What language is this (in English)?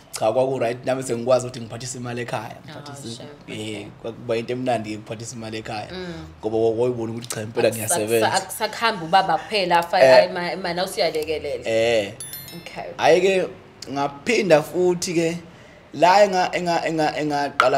Zulu